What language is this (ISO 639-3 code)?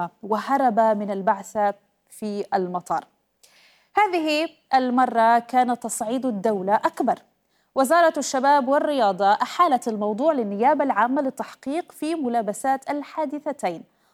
apc